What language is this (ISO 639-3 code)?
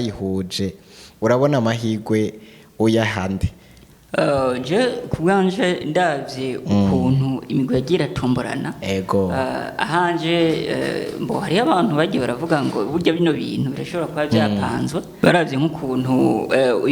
run